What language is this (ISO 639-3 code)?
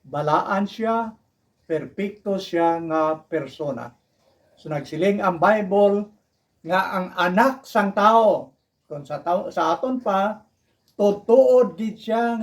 hil